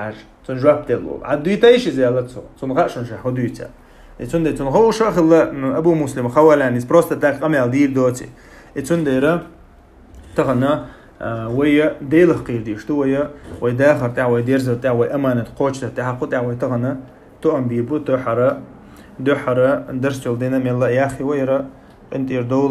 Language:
Chechen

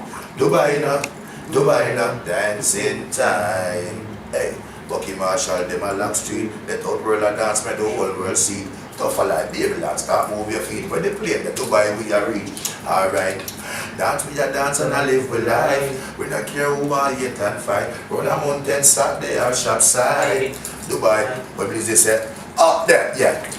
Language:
Jamaican Creole English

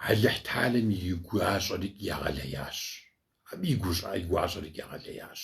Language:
Kabardian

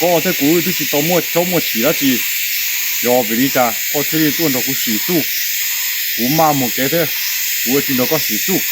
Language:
Hmong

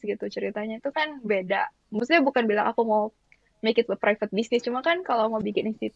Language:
Indonesian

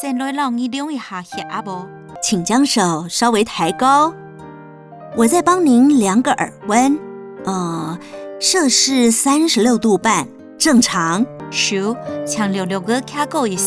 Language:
Hakka Chinese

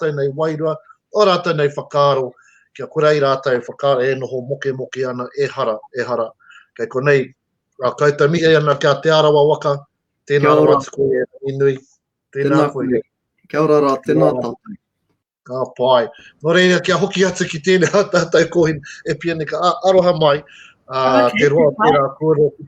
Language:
Māori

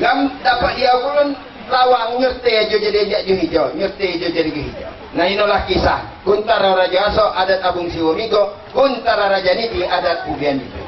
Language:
Lampung Nyo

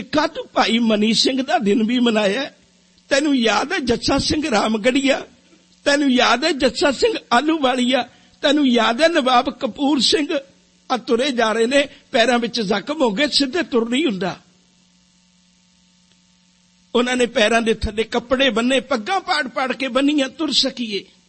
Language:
Punjabi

